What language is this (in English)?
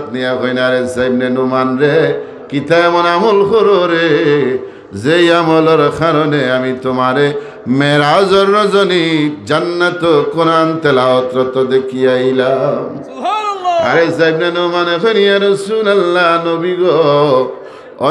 Sylheti